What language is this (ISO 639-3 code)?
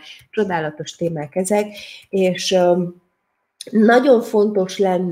hun